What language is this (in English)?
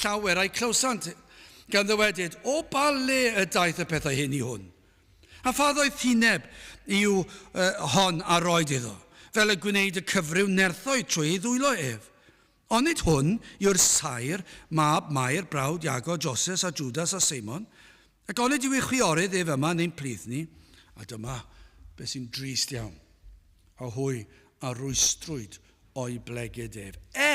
Welsh